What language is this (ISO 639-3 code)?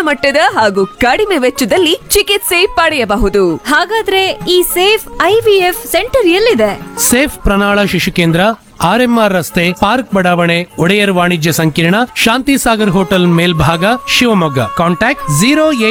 kan